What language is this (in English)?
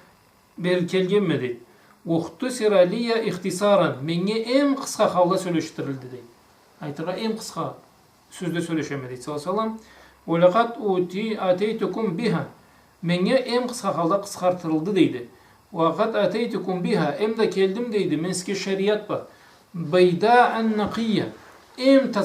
Karachay-Balkar